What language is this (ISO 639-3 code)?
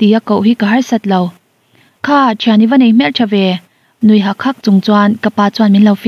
lus